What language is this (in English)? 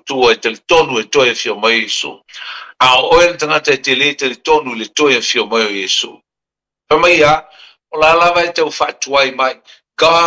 Samoan